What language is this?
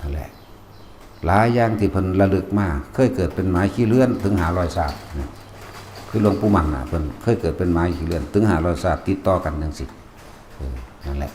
Northeastern Thai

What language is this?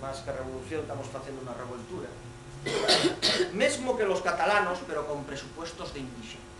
Asturian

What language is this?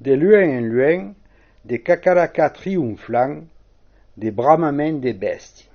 Occitan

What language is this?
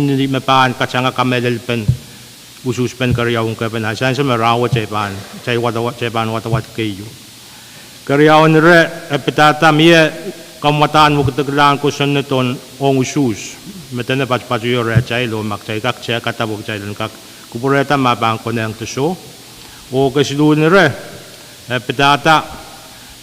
Pohnpeian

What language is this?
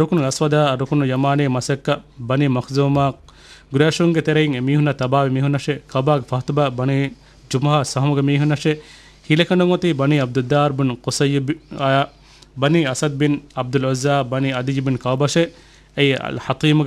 Divehi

